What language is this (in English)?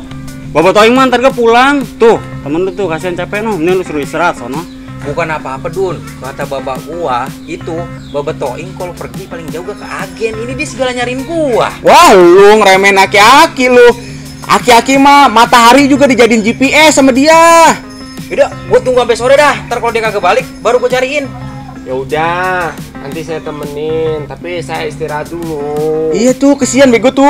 Betawi